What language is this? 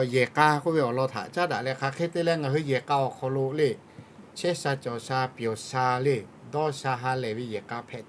Lahu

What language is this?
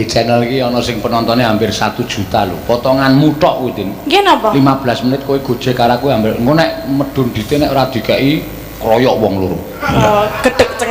Javanese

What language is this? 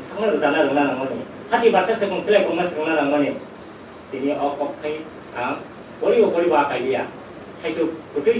Kok Borok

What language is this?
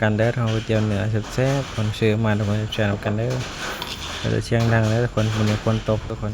Northeastern Thai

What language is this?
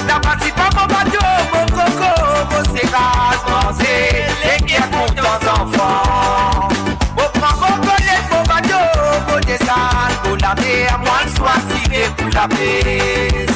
Morisyen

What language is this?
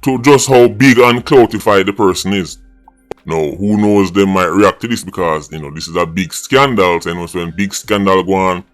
Jamaican Creole English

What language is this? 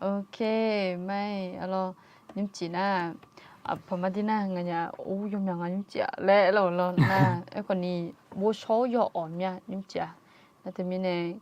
Akha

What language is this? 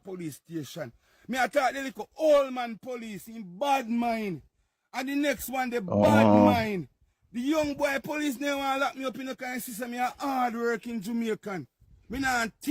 Jamaican Creole English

